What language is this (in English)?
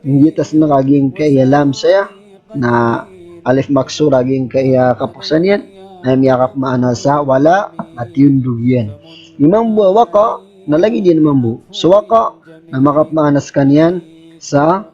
Maranao